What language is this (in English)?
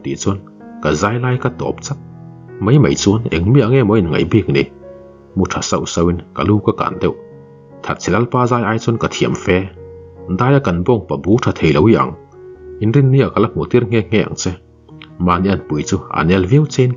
Mizo